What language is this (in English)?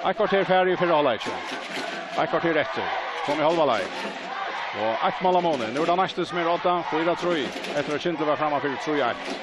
Faroese